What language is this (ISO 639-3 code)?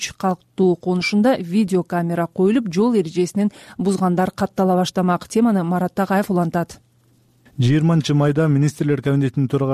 kir